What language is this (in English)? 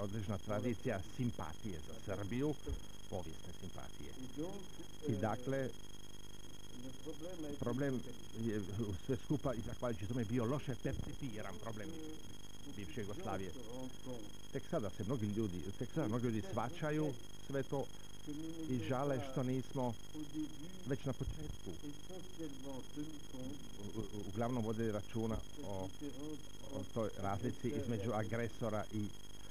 Croatian